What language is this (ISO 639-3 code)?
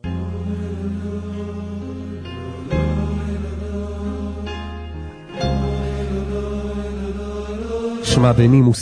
heb